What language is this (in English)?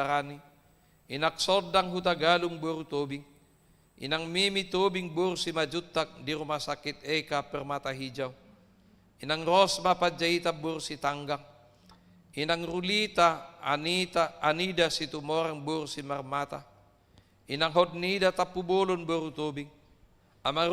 Batak Toba